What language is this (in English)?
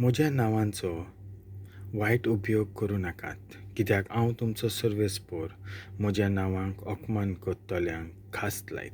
Konkani